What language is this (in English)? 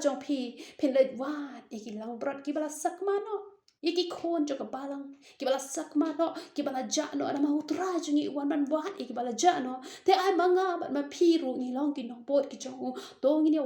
Khasi